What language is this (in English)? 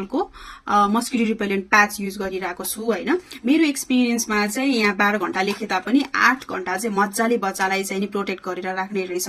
Nepali